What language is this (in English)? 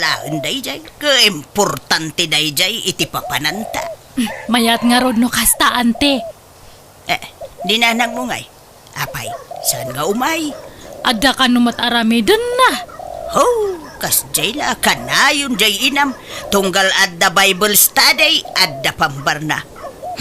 Iloko